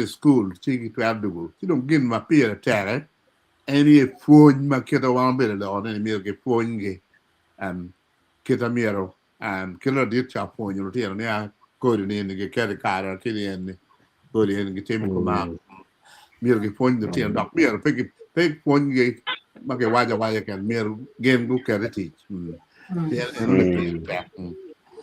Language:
Acoli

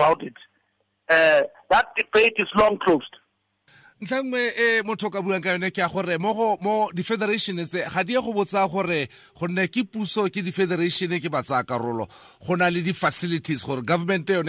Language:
Tswana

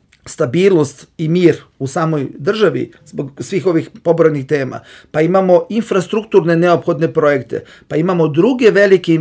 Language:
Serbian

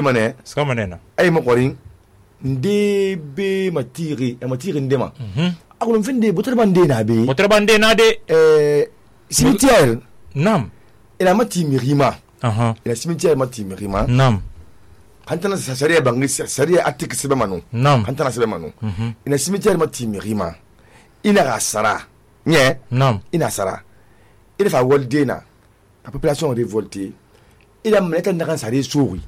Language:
Susu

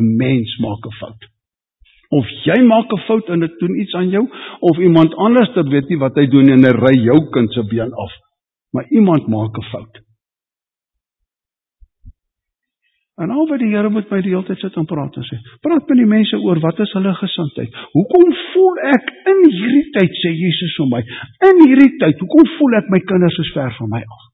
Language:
Afrikaans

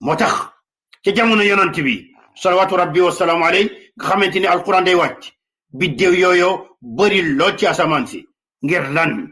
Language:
Wolof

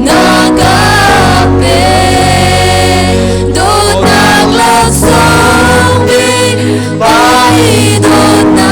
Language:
Hakha Chin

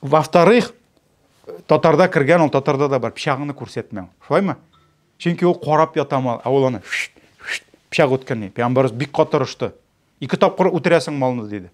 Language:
Tatar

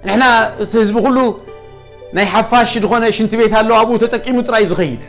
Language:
Tigrinya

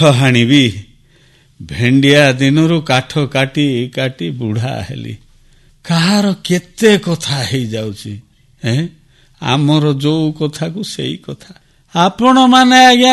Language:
Odia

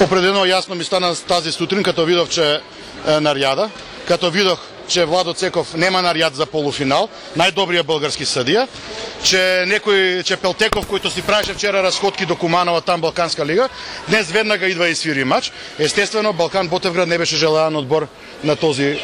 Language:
Macedonian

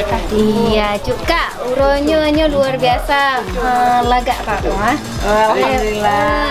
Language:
Achinese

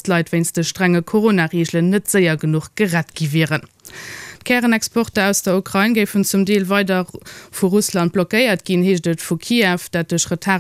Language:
Luxembourgish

